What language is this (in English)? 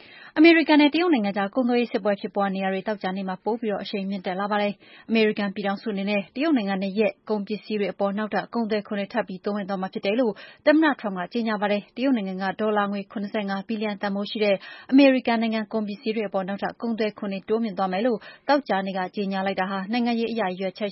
Burmese